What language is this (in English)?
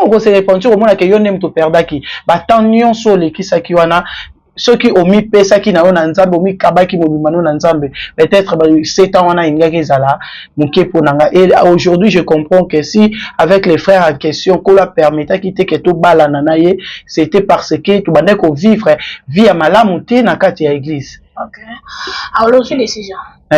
Lingala